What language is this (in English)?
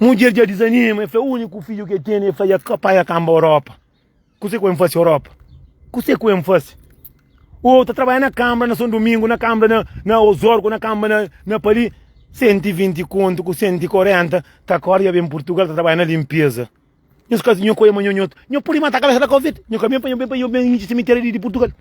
Kabuverdianu